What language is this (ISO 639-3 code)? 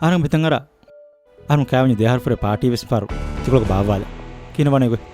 div